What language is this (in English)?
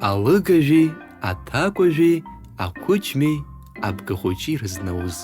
Abkhazian